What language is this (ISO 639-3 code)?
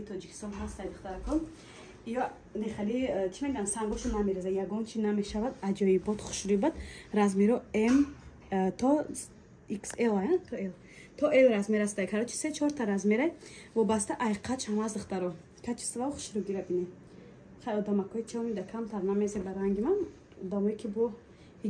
tgk